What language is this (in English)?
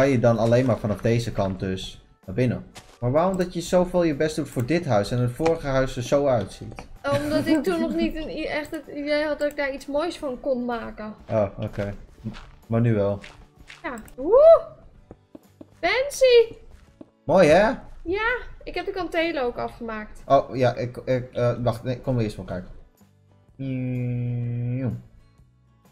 Dutch